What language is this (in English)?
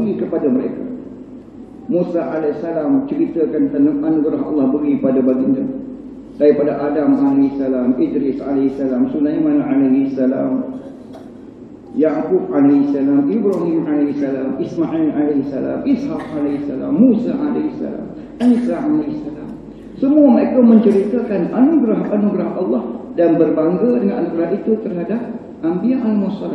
Malay